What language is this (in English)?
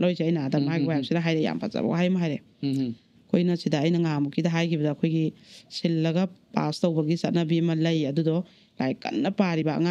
Manipuri